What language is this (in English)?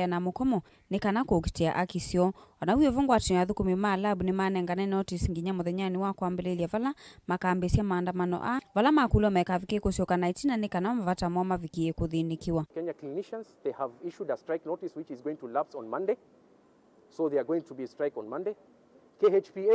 Kamba